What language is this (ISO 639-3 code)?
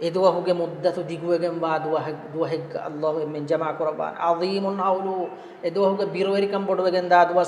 div